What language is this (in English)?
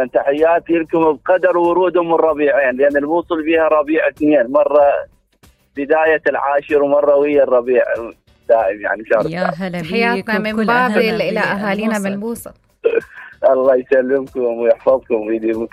Mesopotamian Arabic